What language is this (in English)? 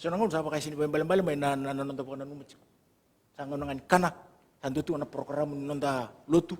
Fijian